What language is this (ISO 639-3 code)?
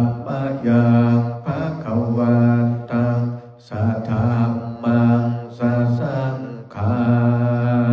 pli